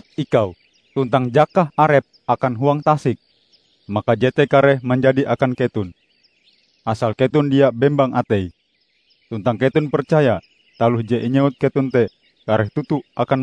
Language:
Ngaju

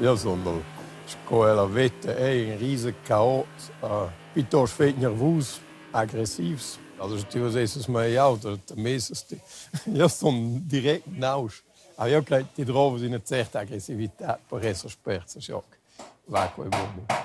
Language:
Romansh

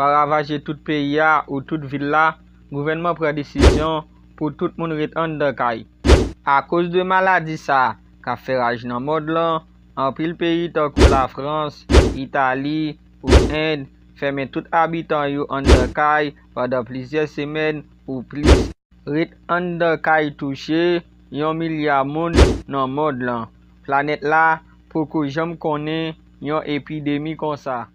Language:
Haitian Creole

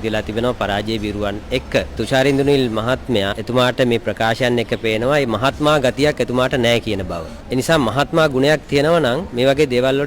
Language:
Sinhala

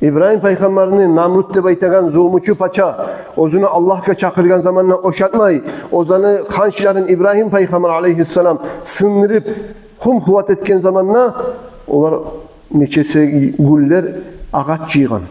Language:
Kumyk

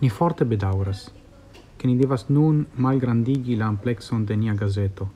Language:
Esperanto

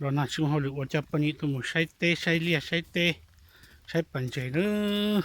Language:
Hmong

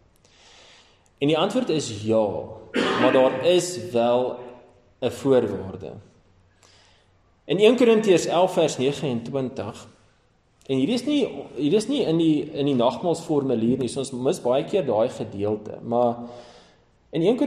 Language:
Afrikaans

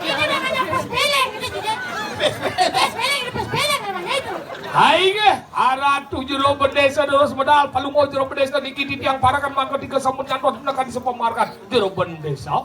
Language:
Balinese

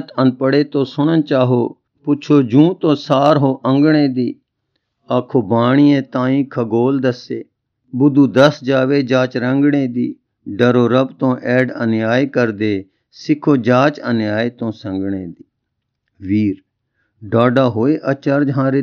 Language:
Punjabi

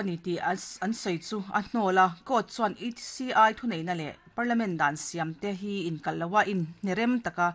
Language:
Mizo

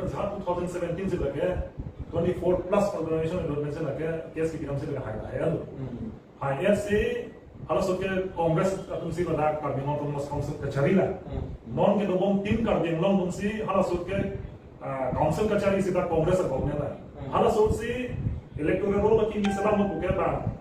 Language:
Karbi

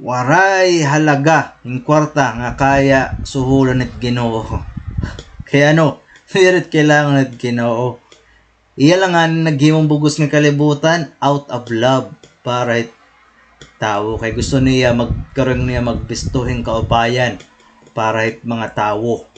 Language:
Waray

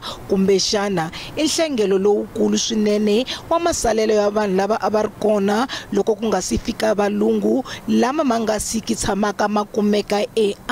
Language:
Tsonga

